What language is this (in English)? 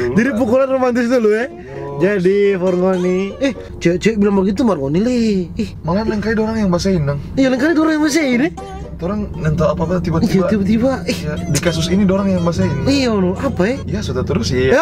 Manado Malay